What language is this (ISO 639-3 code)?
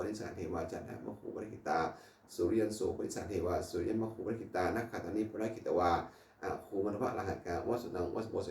pli